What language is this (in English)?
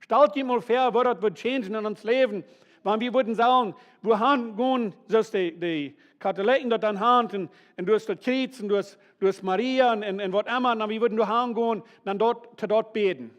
Plautdietsch